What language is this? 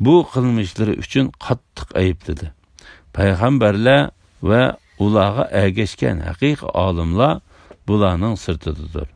Uyghur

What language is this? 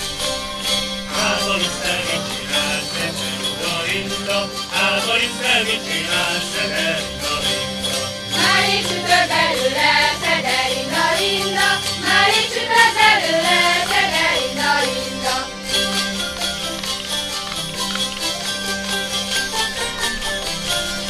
Hungarian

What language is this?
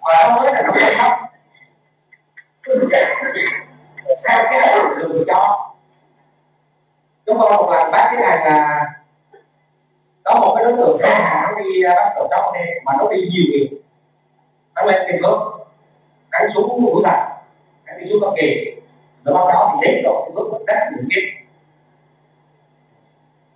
Vietnamese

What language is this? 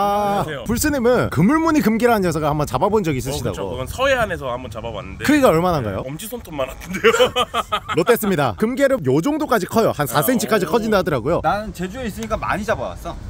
Korean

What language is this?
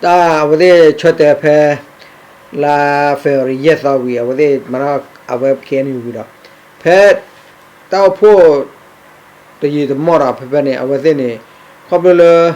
S'gaw Karen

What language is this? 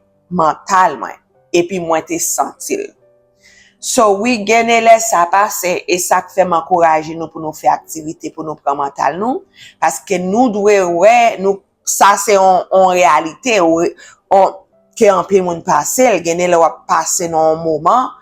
Haitian Creole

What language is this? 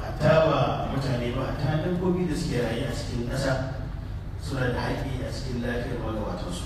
Hausa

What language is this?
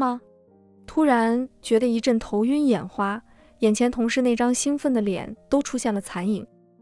Chinese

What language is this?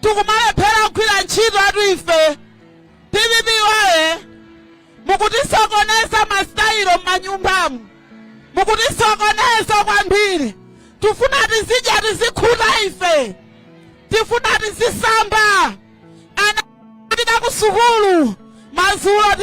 Nyanja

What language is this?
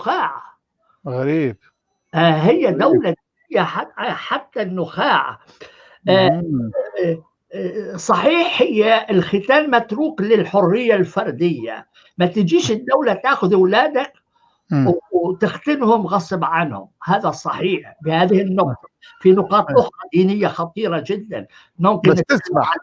North Levantine Arabic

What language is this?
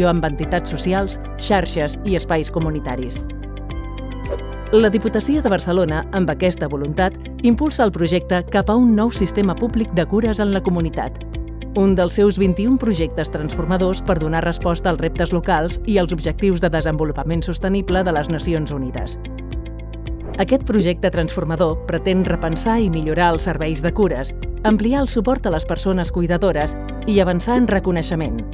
Catalan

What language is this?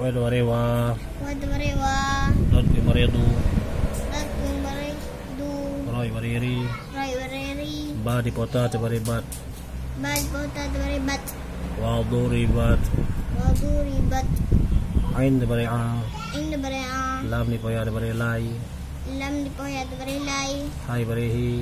Achinese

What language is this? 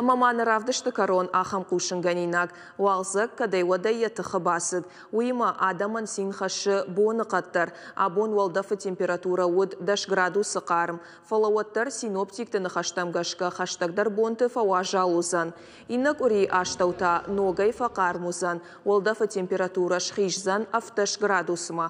Ossetic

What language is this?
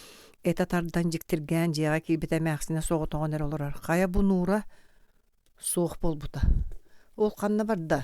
Yakut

